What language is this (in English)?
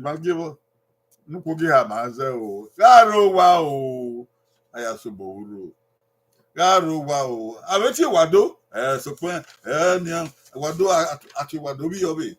Bini